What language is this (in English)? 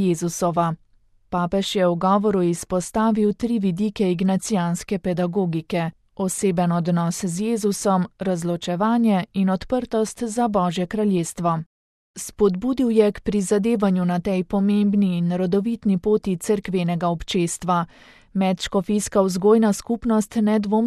Slovenian